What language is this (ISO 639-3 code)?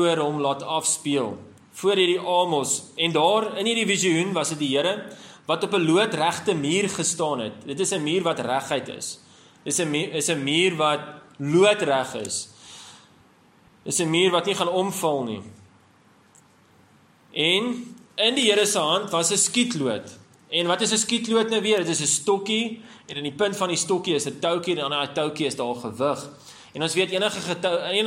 afr